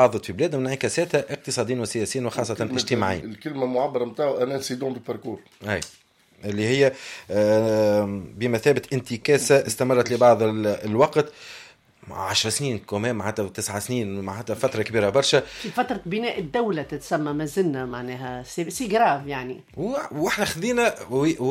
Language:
Tunisian Arabic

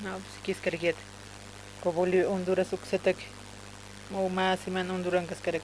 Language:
Aymara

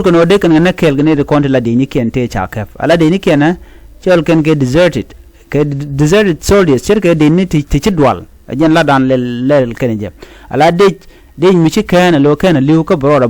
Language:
Nuer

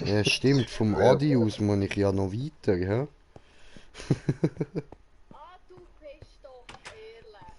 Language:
Swiss German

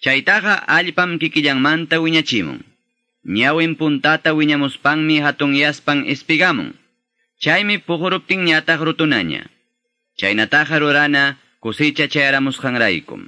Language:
Quechua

